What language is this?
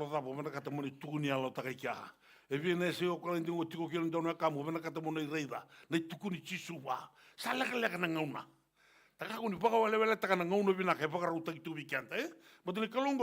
Fijian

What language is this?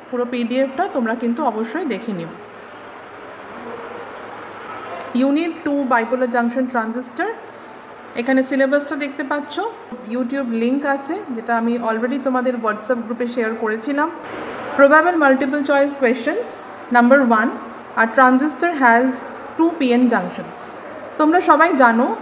Bangla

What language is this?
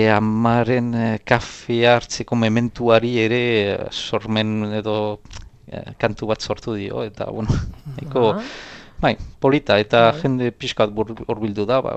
Basque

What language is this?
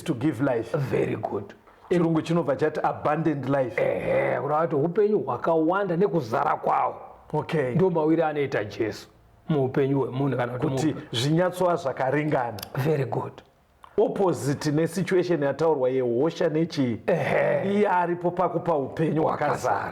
Shona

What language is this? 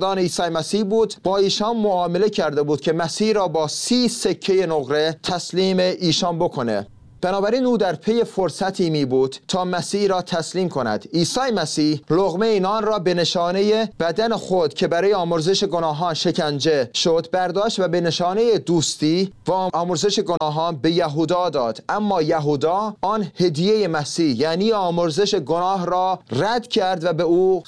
Persian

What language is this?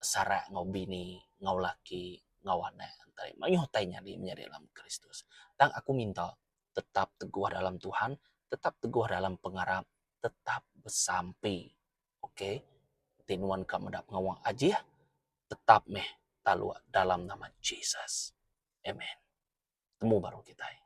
Iban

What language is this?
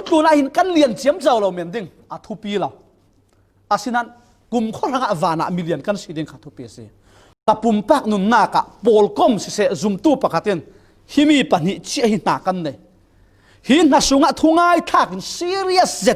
Falam Chin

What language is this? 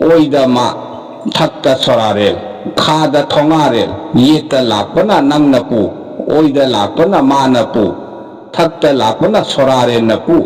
Manipuri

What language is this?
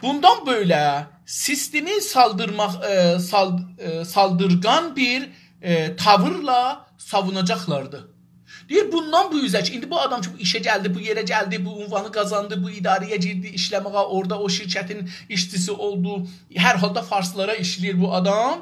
South Azerbaijani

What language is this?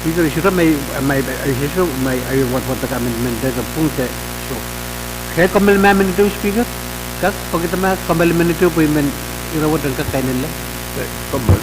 Pohnpeian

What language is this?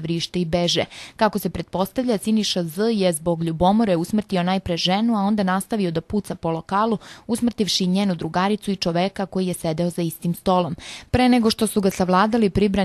Serbian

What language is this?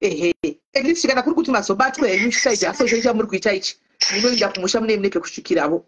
Shona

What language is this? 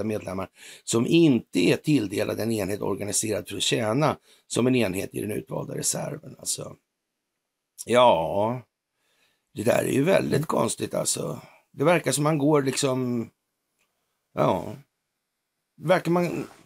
Swedish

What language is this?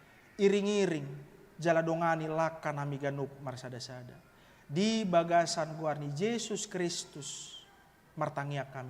Batak Toba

